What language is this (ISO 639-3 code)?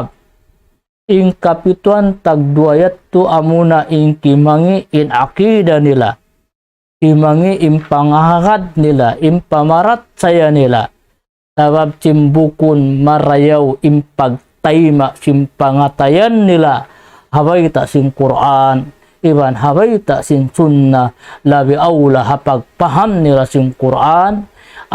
tsg